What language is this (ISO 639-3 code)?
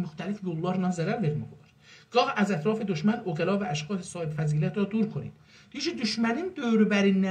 azb